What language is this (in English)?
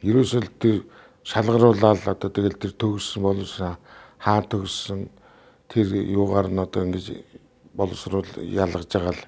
Mongolian